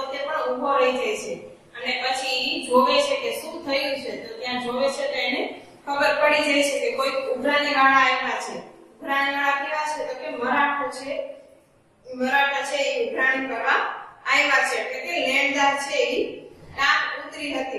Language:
Gujarati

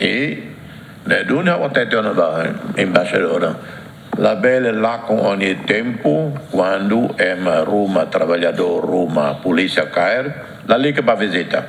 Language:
Tetum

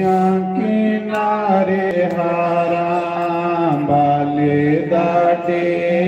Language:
Dogri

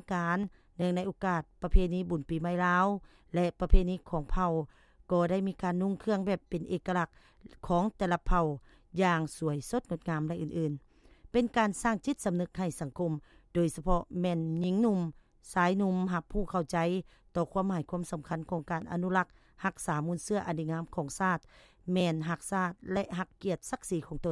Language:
Lao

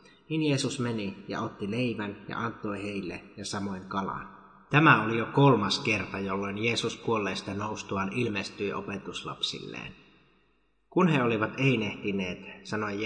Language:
Finnish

